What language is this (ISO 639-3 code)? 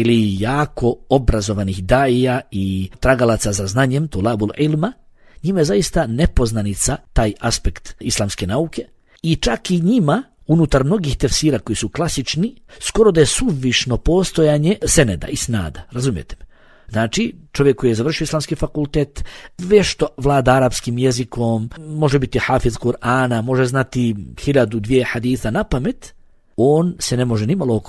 bos